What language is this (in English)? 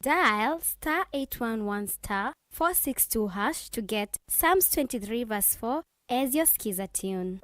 Kamba